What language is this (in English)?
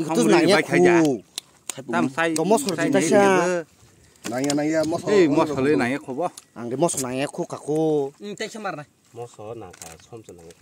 Kok Borok